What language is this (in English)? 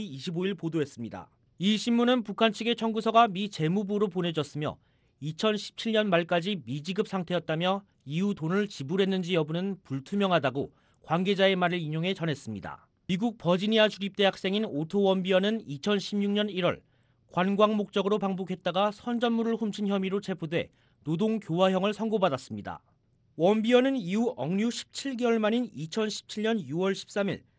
Korean